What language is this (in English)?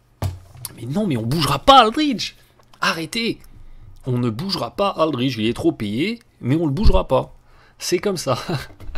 French